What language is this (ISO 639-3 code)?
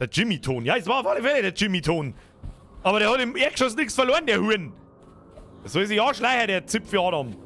bar